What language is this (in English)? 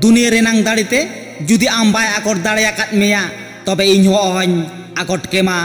Santali